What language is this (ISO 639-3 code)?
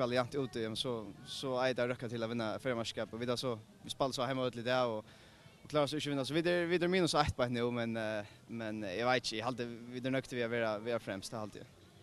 fao